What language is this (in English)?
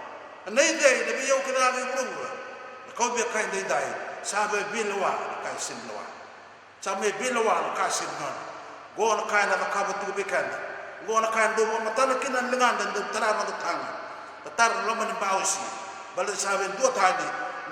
Fijian